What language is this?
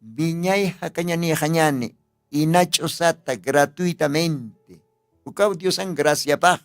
Aymara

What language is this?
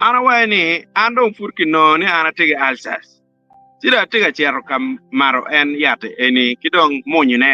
Acoli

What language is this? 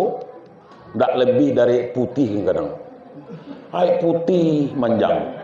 Minangkabau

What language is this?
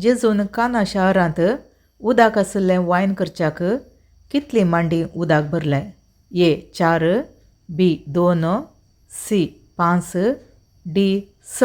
Konkani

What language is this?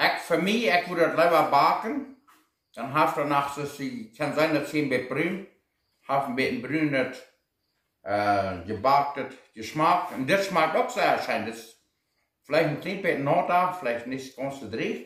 Plautdietsch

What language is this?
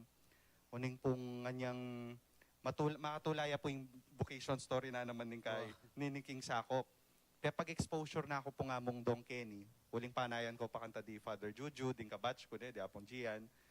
Pampanga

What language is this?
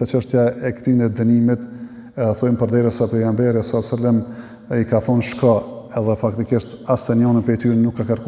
Albanian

